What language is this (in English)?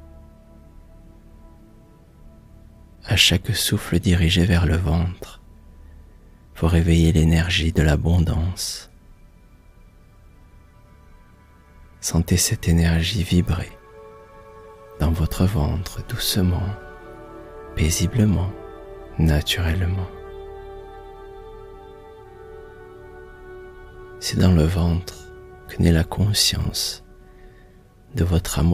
French